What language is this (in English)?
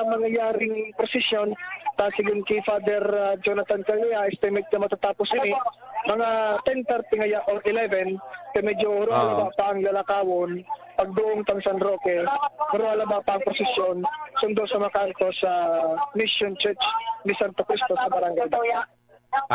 Bikol